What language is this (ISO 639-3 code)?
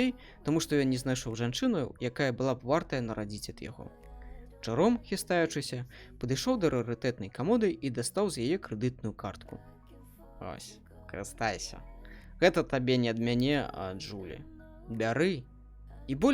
bel